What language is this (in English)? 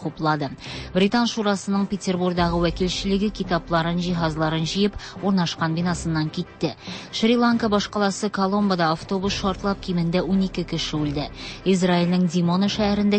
Tatar